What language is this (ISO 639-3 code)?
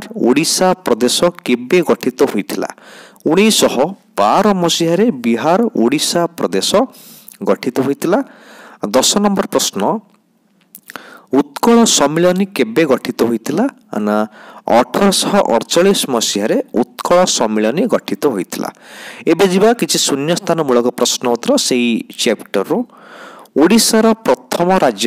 ori